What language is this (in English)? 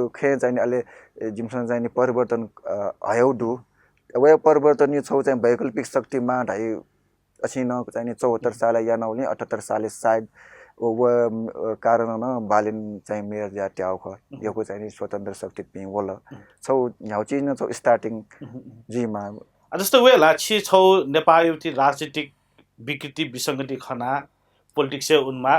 Newari